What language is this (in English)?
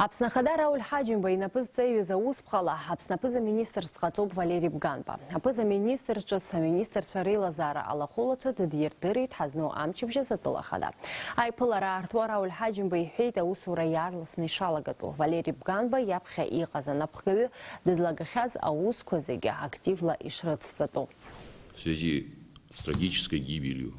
Abkhazian